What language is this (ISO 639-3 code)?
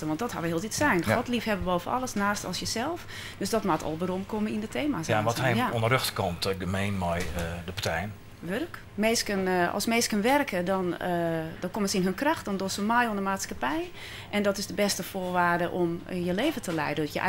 fry